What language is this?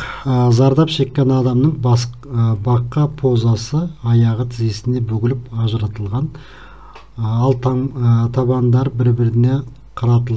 Kazakh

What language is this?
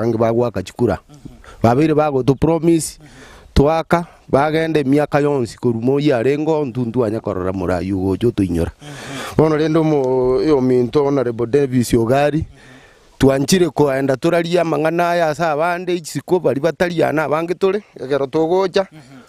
Gusii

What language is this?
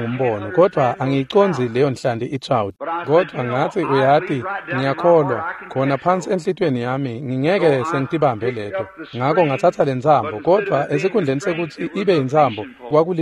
Swati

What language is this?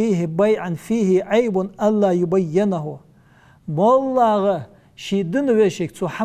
Ingush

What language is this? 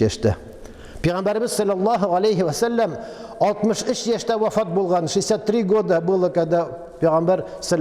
Tatar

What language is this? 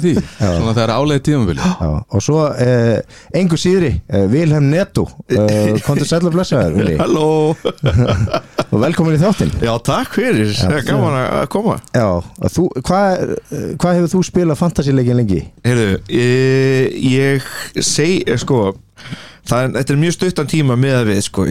Icelandic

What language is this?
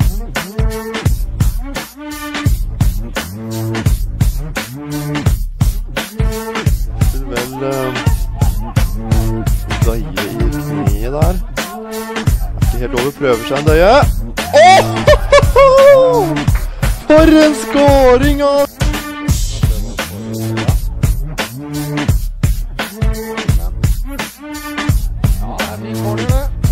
Norwegian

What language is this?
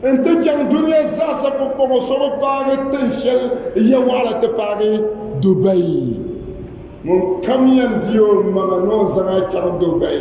Dagbani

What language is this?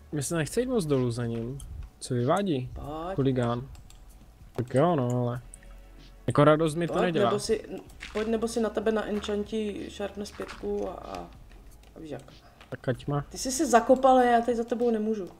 Czech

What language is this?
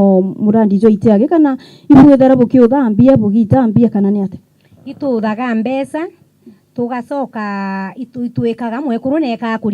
Meru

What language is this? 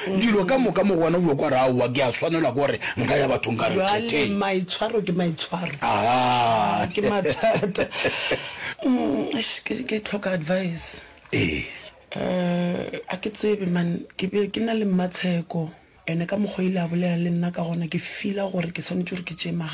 Northern Sotho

